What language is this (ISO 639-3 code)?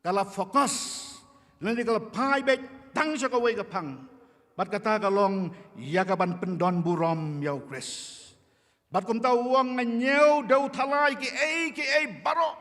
kha